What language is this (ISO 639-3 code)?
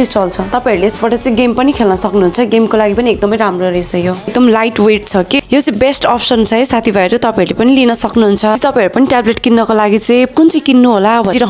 nep